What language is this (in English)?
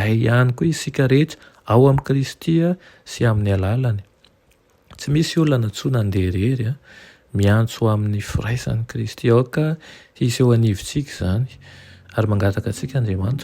Malagasy